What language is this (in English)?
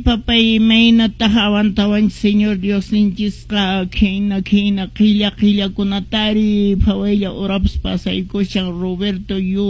Quechua